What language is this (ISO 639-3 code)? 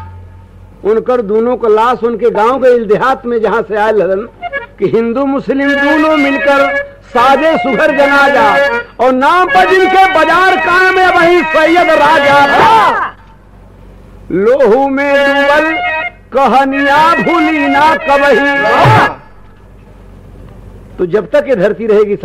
bho